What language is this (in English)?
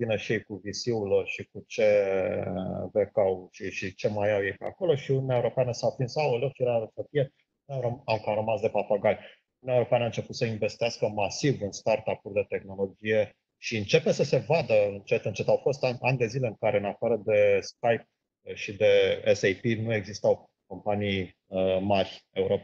Romanian